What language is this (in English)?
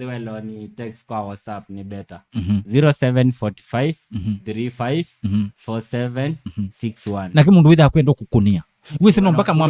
Kamba